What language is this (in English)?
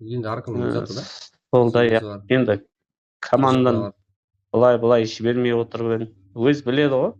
Kara-Kalpak